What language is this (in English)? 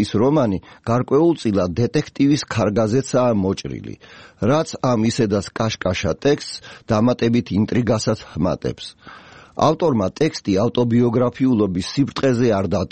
Georgian